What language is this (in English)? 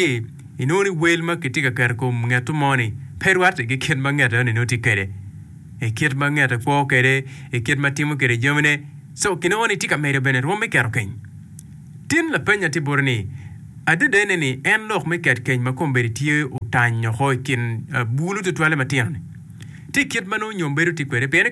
Acoli